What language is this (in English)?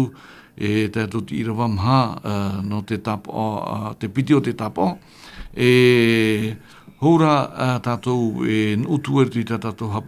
Tahitian